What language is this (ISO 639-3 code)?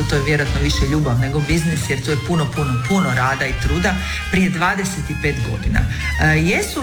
hrv